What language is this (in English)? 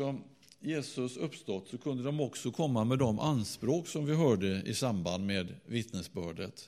Swedish